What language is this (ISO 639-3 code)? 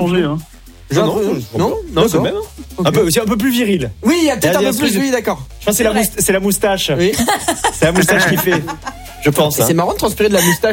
fra